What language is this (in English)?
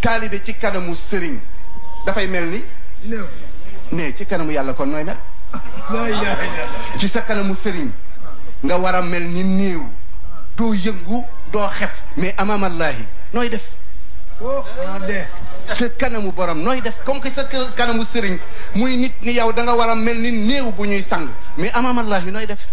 Wolof